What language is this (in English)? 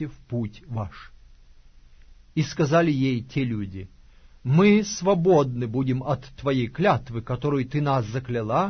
Russian